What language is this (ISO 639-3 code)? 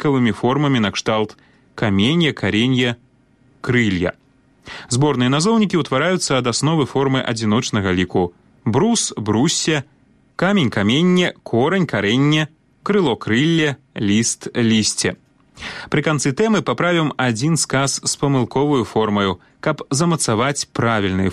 bel